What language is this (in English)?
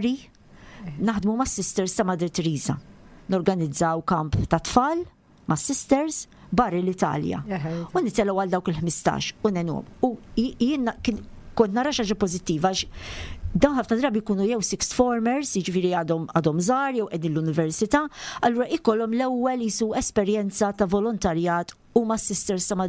Maltese